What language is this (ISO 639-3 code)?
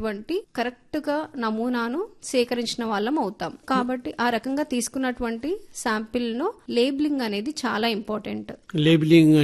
tel